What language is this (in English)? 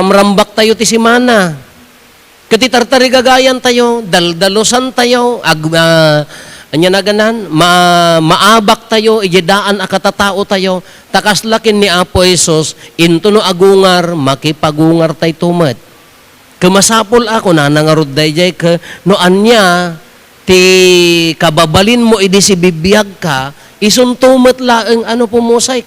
Iloko